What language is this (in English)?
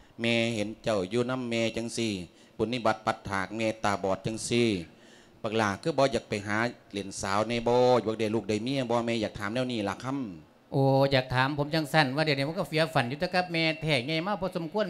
Lao